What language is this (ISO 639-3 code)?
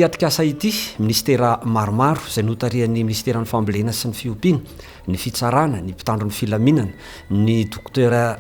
mlg